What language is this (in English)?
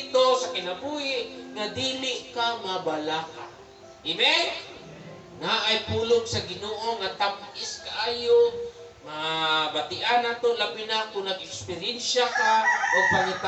Cebuano